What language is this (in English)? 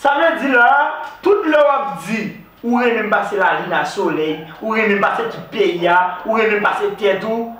Haitian Creole